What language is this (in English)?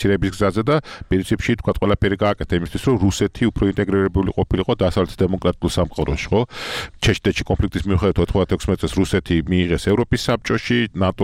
Georgian